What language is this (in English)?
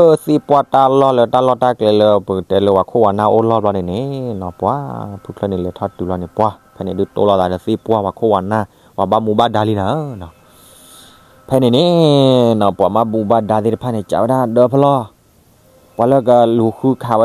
S'gaw Karen